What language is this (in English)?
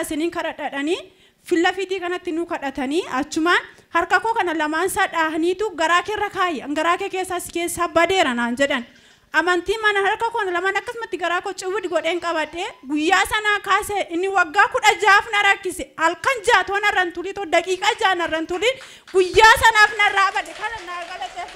Oromo